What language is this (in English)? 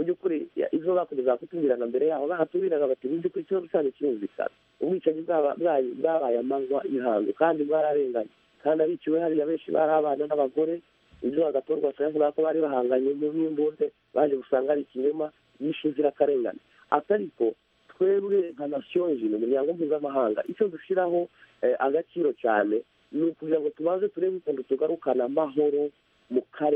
Kinyarwanda